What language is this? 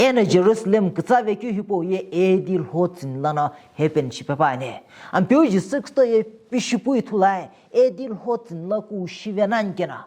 Sumi Naga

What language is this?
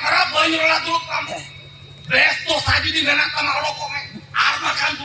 Santali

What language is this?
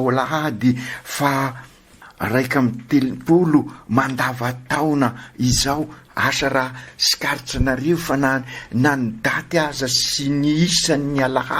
Malagasy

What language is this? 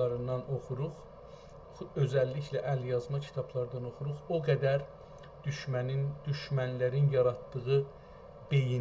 South Azerbaijani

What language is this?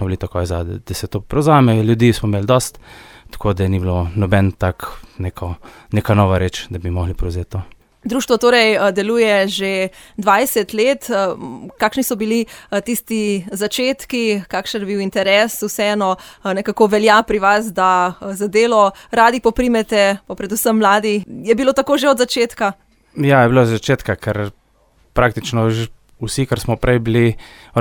Slovenian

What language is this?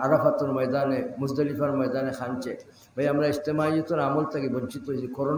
Sylheti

